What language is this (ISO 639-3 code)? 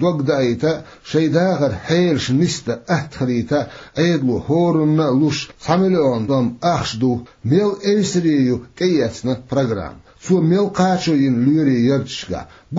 che